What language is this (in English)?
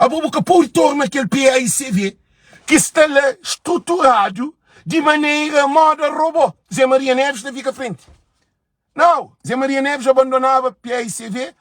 Kabuverdianu